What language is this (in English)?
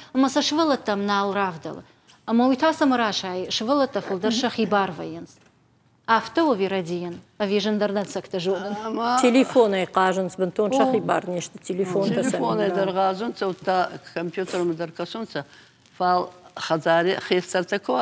Ossetic